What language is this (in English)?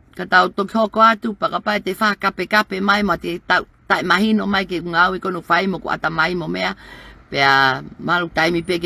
Tongan